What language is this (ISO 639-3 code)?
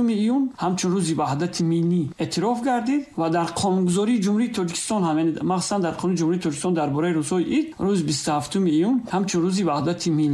tgk